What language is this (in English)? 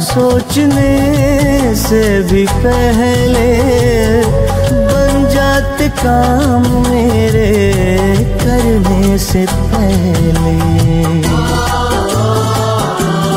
Kannada